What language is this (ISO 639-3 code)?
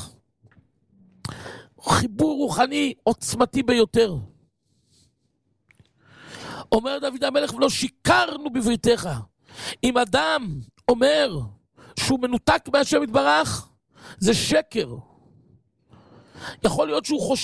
heb